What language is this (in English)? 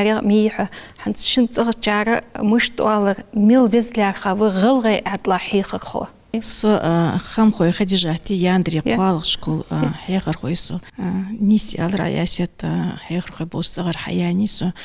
Ingush